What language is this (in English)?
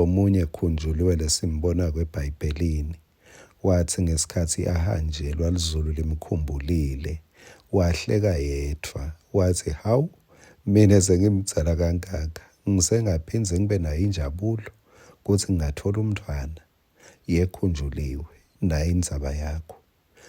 Swati